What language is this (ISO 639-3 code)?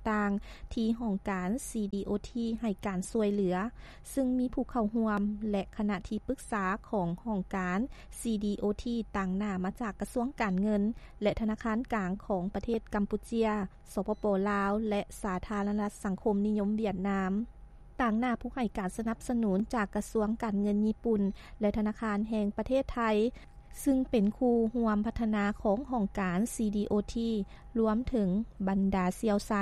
lao